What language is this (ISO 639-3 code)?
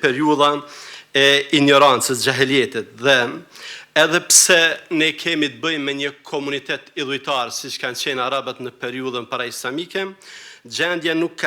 sqi